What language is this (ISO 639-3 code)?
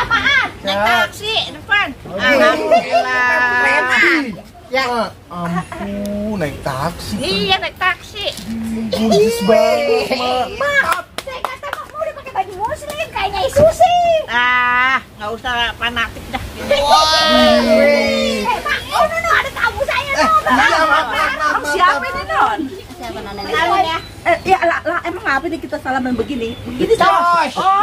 bew